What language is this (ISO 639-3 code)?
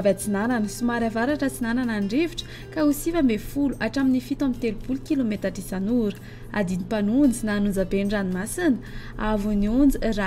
mlg